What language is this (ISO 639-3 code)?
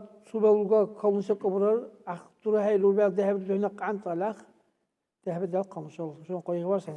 dar